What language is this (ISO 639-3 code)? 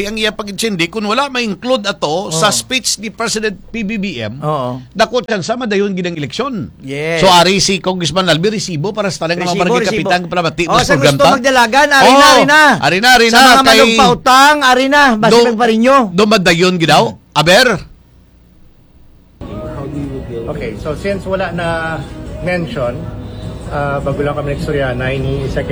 hil